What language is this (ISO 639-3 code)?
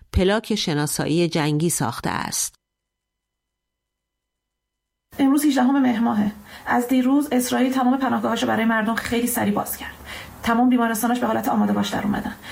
fas